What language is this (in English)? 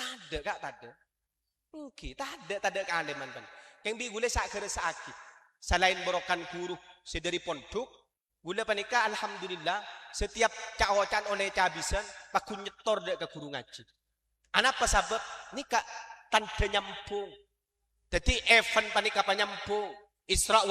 Madurese